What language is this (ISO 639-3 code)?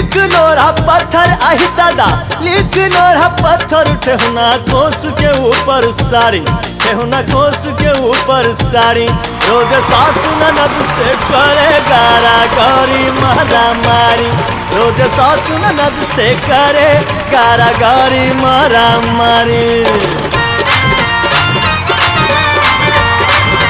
bho